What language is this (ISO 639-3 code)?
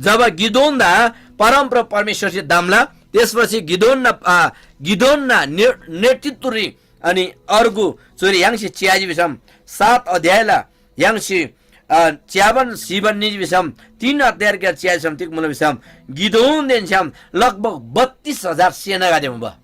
taj